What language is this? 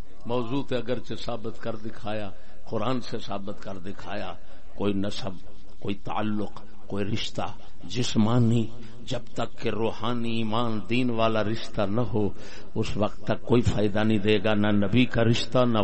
Saraiki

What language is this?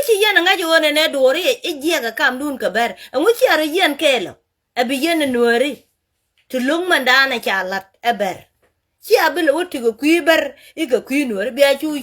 Nuer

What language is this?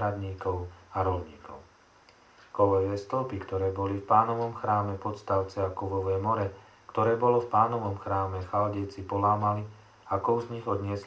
Slovak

